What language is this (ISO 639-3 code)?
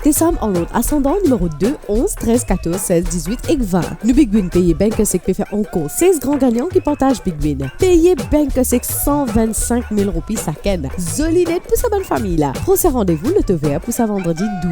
mfe